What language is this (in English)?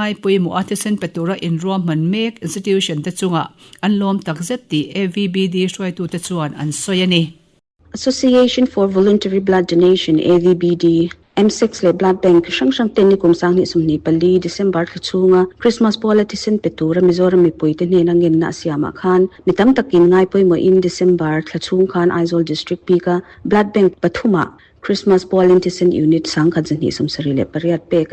Mizo